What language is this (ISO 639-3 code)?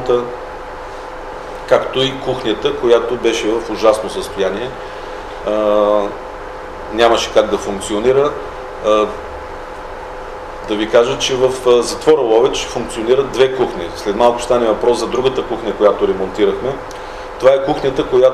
bul